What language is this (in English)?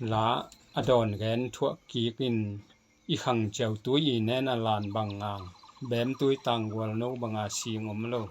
Tedim Chin